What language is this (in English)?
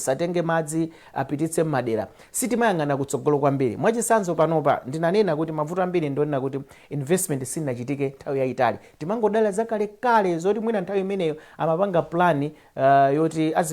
Nyanja